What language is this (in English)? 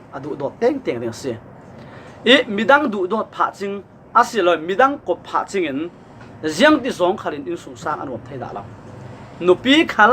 Falam Chin